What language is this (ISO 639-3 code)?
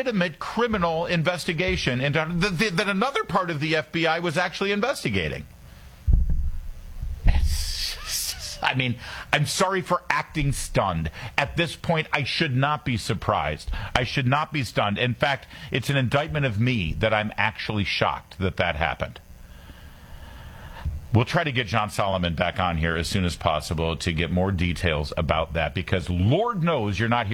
eng